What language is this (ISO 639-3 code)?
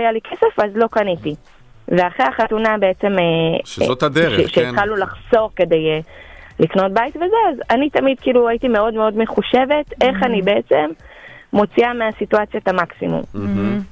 heb